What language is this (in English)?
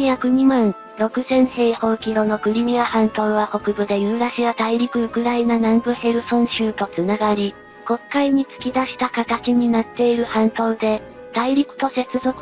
Japanese